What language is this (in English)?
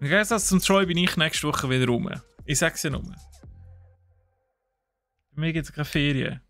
Swiss German